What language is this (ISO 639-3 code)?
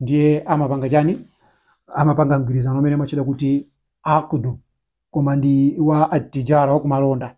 nya